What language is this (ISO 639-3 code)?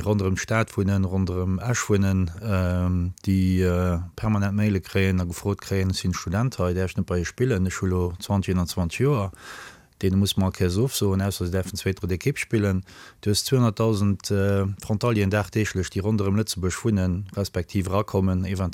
ltz